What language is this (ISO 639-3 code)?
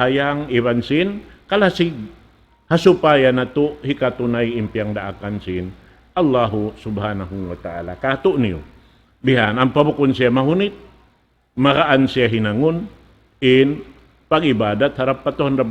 tsg